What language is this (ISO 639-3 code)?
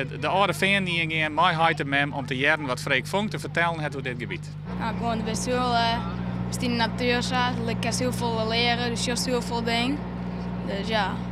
fry